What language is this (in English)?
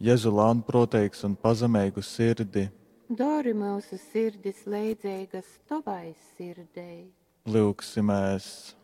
Latgalian